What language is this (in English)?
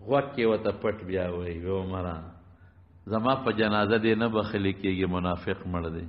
Pashto